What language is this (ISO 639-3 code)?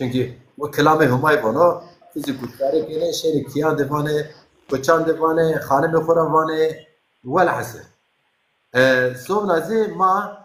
zza